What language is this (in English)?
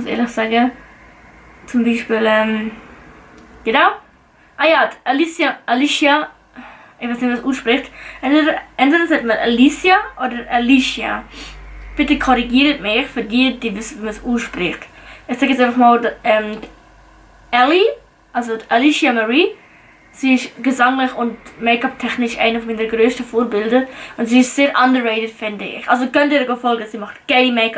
Swiss German